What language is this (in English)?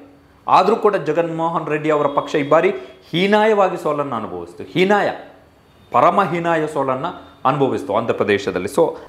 Kannada